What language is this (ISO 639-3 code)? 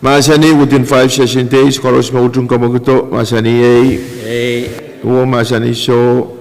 pon